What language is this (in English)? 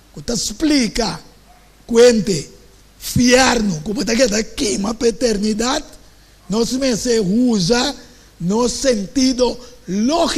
Papiamento